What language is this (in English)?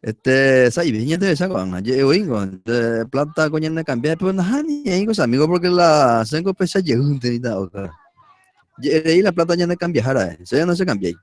Guarani